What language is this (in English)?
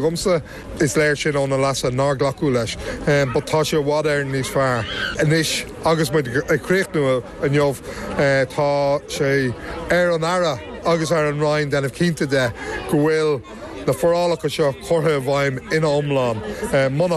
Irish